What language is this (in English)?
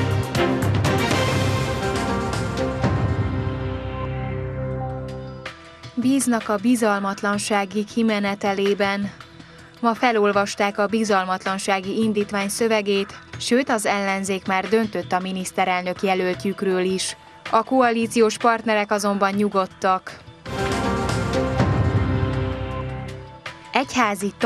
Hungarian